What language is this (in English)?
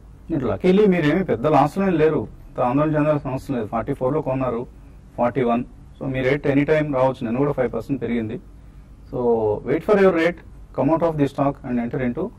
Telugu